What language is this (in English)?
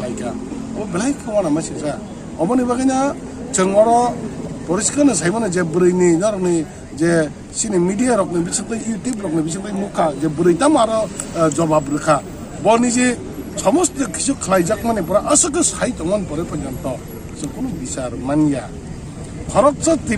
Kok Borok